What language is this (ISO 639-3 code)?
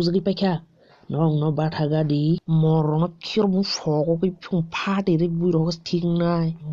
trp